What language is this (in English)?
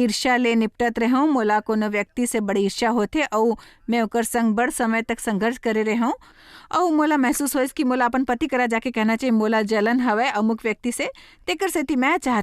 Chhattisgarhi